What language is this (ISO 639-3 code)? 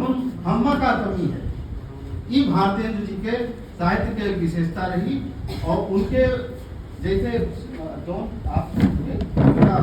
awa